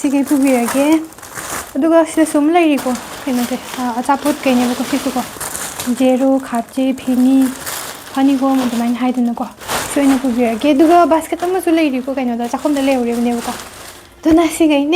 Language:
Manipuri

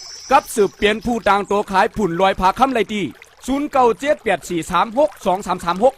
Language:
Shan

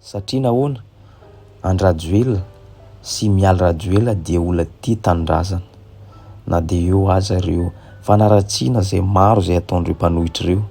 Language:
Malagasy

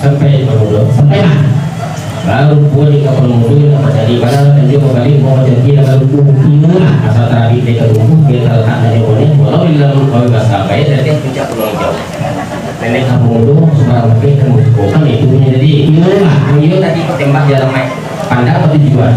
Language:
Minangkabau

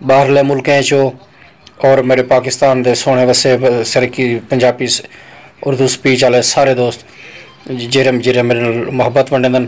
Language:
Saraiki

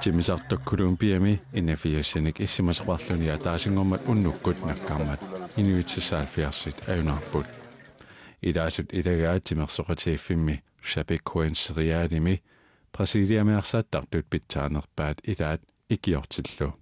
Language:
Kalaallisut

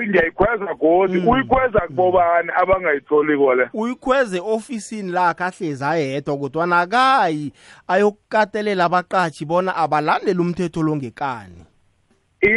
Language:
South Ndebele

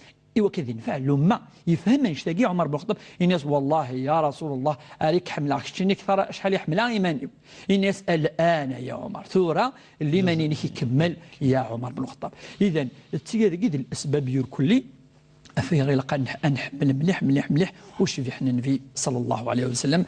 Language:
Kabyle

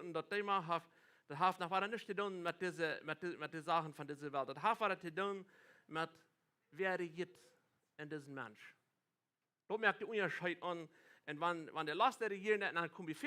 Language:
Plautdietsch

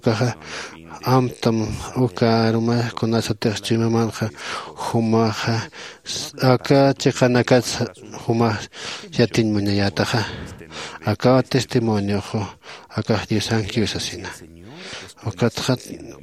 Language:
Aymara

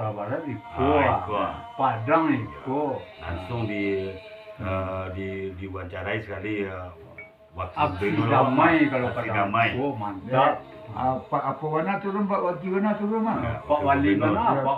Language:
Minangkabau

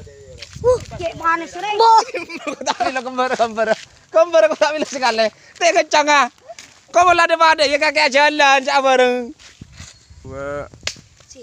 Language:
Madurese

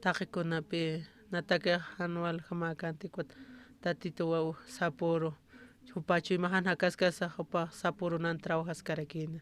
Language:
Aymara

